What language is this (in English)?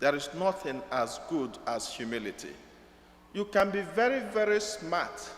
Igbo